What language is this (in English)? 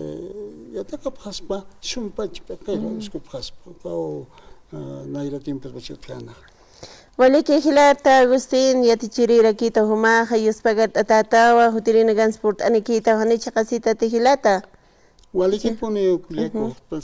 Aymara